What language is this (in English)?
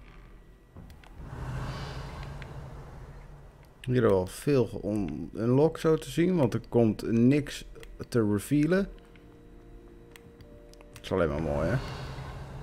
Dutch